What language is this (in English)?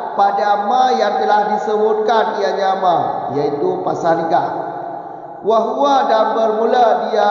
Malay